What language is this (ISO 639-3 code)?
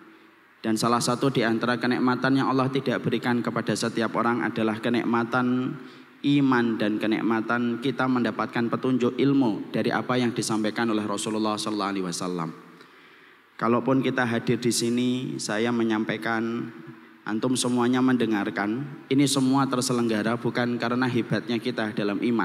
ind